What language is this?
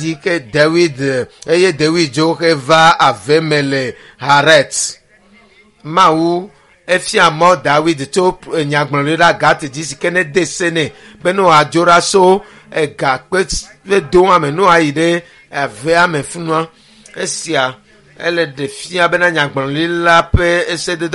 Ewe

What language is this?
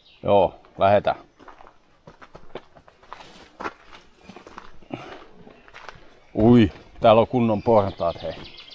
Finnish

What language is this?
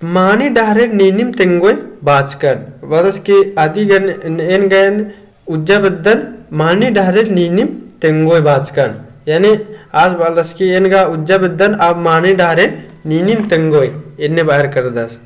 Kurukh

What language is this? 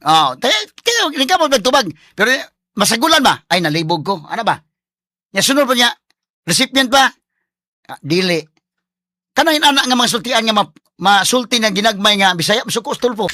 Cebuano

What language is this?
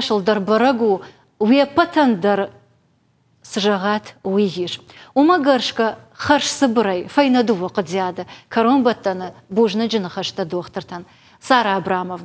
Ossetic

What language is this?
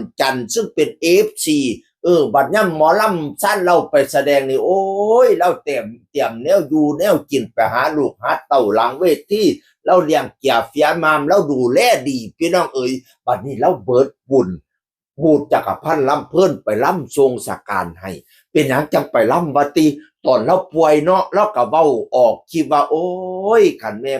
Northeastern Thai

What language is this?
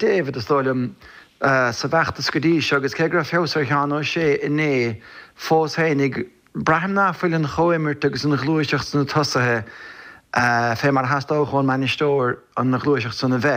Irish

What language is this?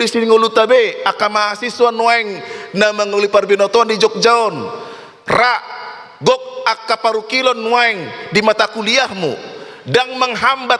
Batak Toba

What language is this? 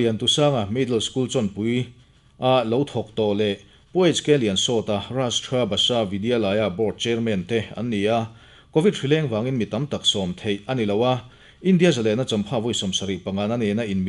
Mizo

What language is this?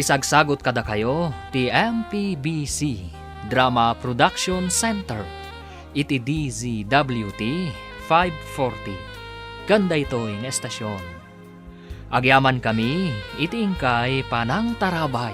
Iloko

